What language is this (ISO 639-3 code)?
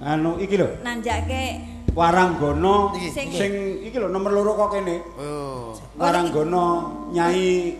jav